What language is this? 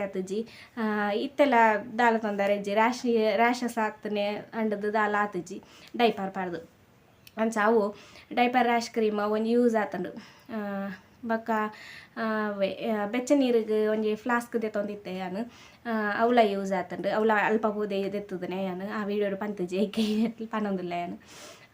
Tulu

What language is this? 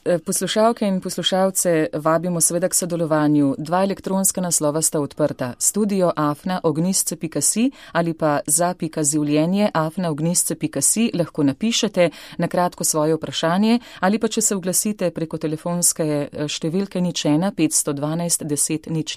Slovenian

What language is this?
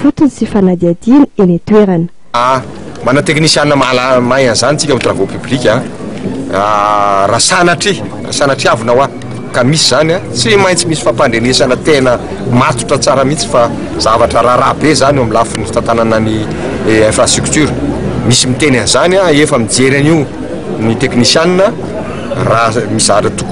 Malagasy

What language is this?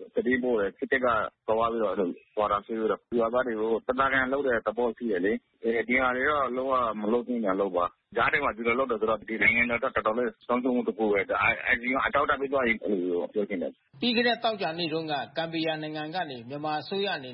Burmese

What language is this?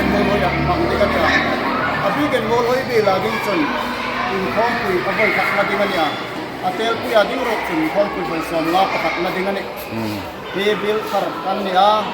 Hmar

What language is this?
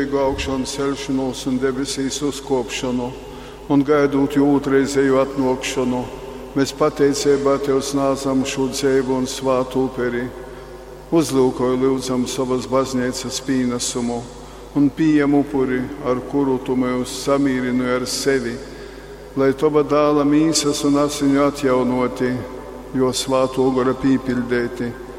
Latgalian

